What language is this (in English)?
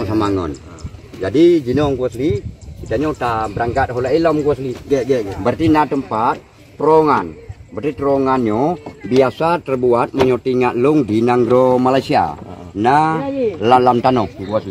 Achinese